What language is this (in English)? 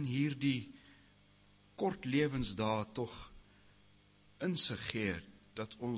Afrikaans